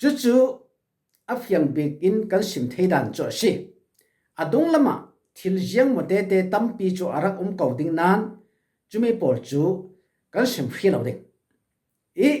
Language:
Falam Chin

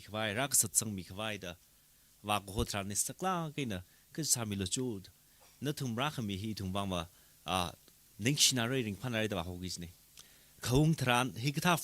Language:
Tangkhul Naga (India)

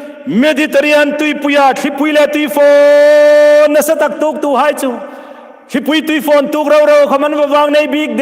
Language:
Hmar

